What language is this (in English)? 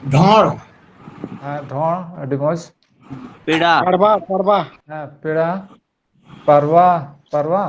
Santali